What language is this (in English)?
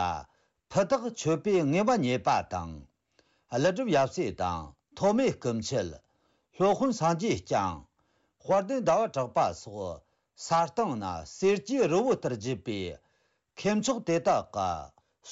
Tibetan